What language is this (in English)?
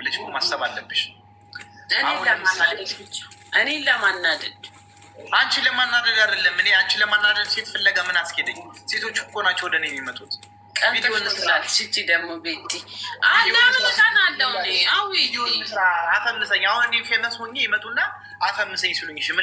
Amharic